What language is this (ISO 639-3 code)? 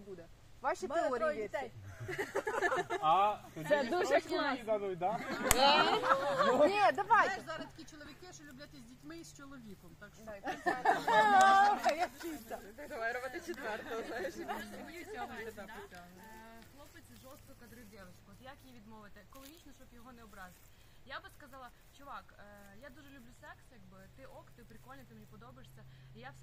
ukr